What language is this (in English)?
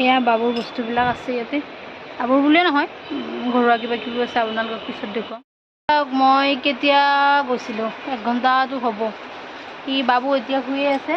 Assamese